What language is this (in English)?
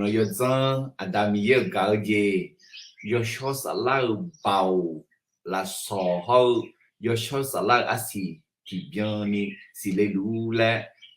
Akha